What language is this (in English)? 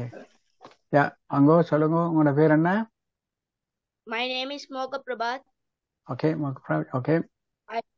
Tamil